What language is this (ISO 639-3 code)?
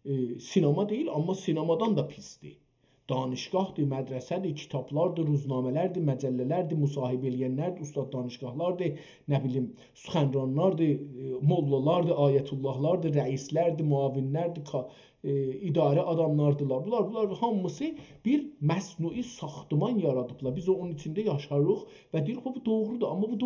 azb